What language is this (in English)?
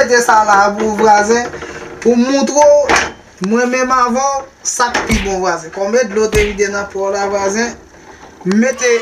Haitian Creole